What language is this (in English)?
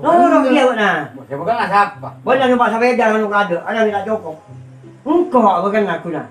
Madurese